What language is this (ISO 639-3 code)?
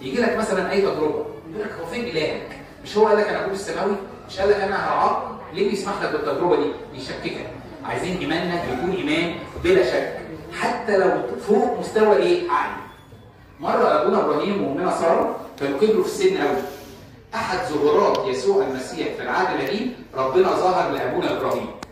arz